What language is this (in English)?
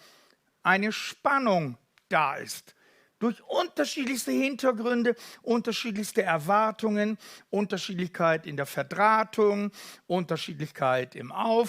Swiss German